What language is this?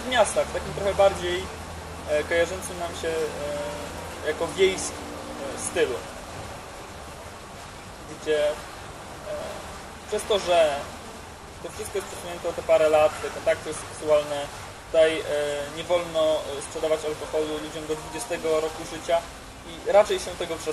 Polish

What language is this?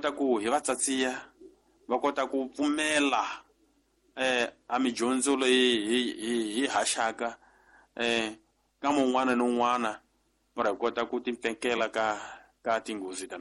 Tsonga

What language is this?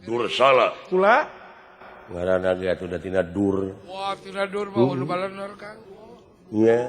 Sundanese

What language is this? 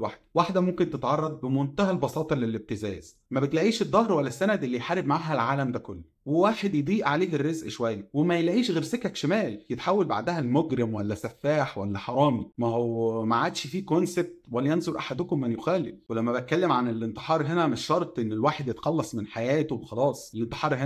Egyptian Arabic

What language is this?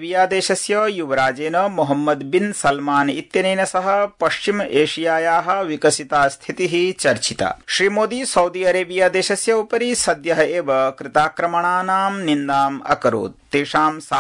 Sanskrit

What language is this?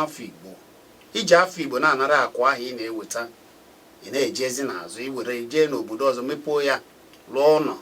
Igbo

